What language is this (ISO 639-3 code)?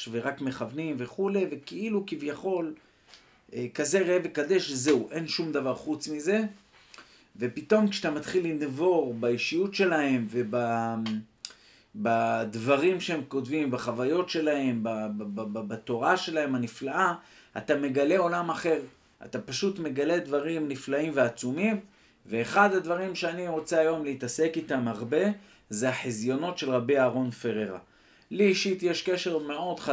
heb